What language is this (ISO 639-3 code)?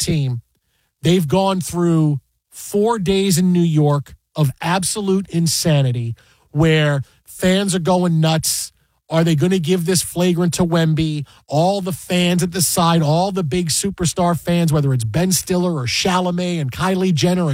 eng